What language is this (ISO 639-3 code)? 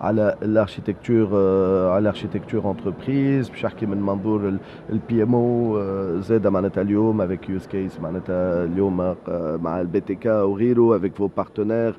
aeb